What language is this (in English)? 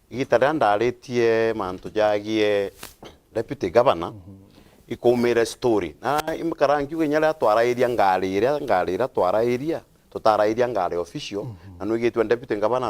Meru